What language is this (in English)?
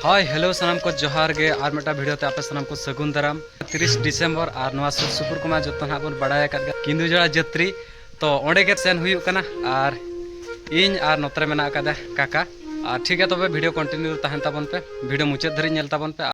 Santali